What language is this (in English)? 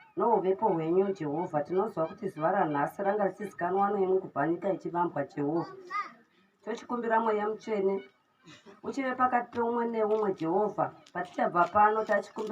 Shona